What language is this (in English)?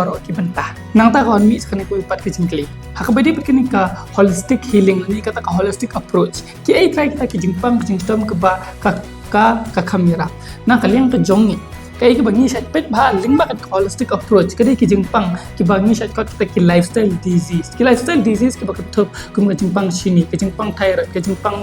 Khasi